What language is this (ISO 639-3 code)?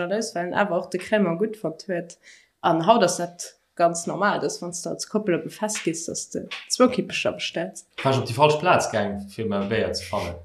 ltz